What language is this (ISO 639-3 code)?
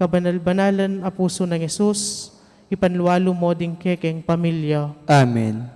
pam